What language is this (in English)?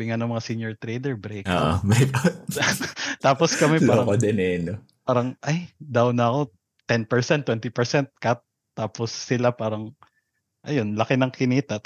Filipino